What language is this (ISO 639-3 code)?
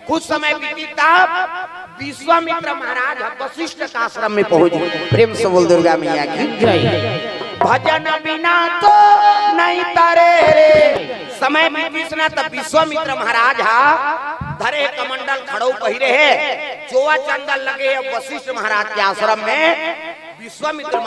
hne